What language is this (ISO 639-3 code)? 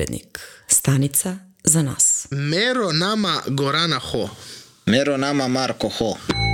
srp